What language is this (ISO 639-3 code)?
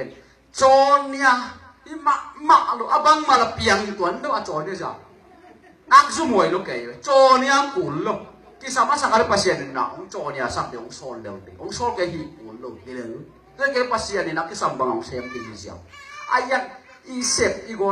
ctd